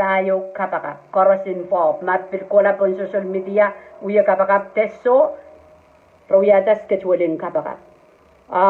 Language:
Pohnpeian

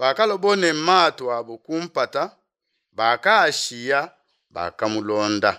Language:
Luba-Lulua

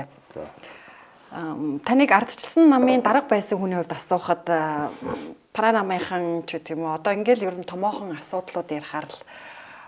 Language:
Mongolian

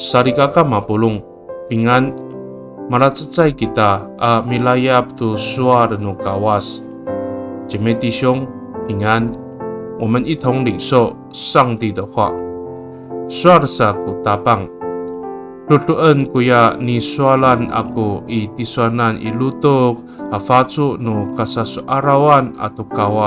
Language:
Amis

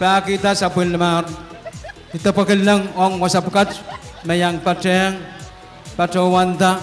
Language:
Pohnpeian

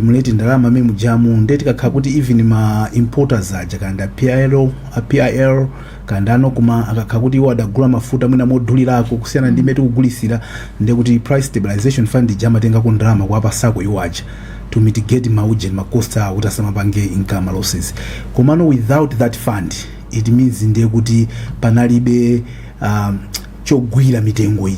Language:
Nyanja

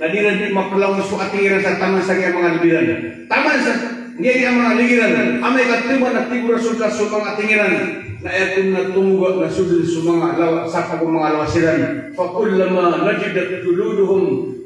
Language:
Maranao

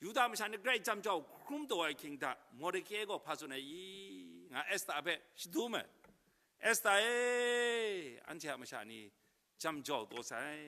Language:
Kachin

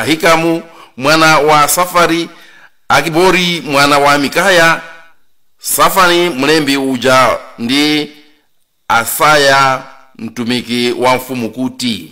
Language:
Nyanja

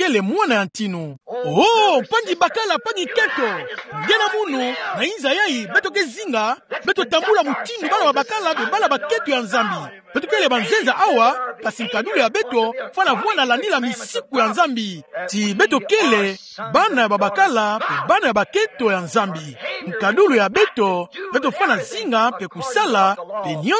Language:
Kituba (Democratic Republic of Congo)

